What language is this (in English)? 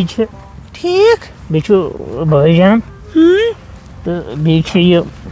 Kashmiri